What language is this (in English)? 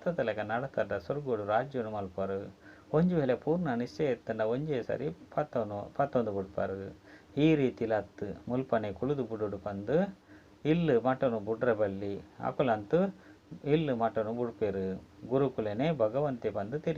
Tulu